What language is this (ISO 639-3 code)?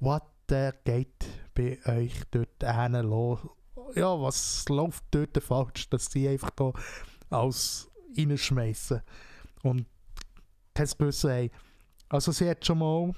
gsw